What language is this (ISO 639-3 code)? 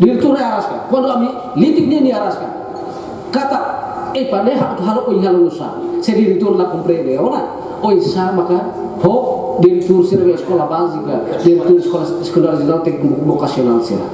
tet